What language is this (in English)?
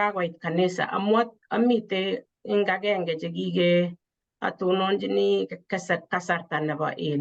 Kalenjin